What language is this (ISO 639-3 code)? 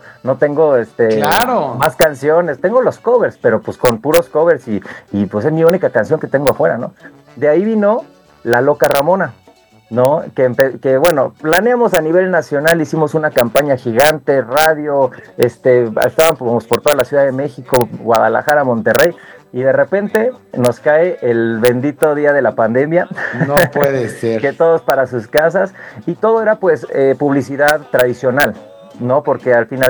spa